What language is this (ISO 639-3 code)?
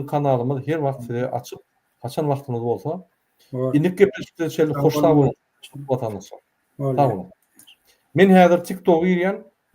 tuk